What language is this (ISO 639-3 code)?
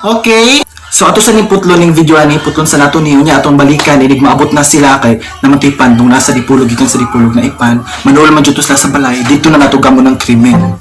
ceb